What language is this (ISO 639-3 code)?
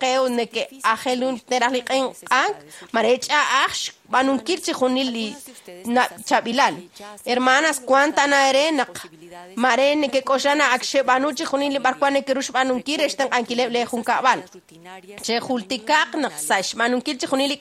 kek